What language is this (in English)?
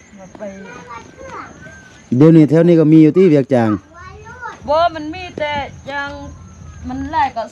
Lao